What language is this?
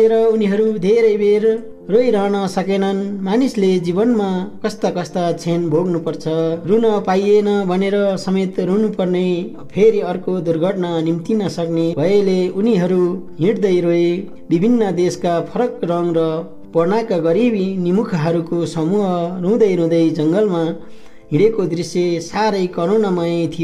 Nepali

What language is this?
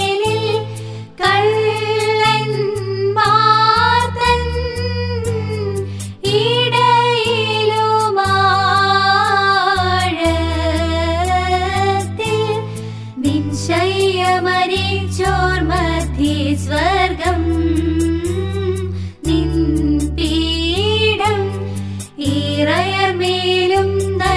Malayalam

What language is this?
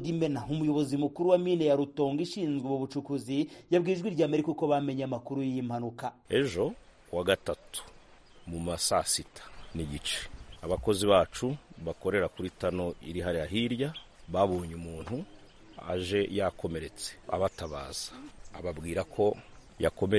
Kinyarwanda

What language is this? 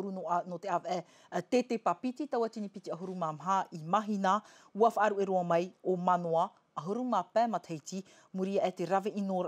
Tahitian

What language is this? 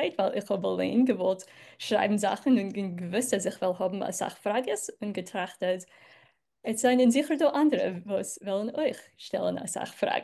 Yiddish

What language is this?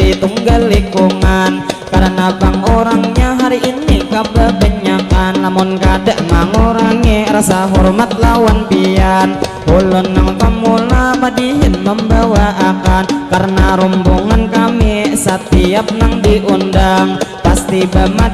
Banjar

